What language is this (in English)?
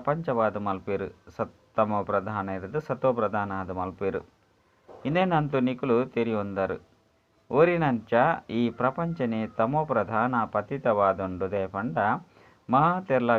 Tulu